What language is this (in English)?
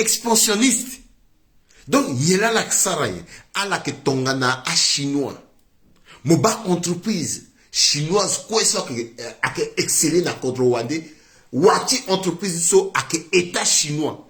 Sango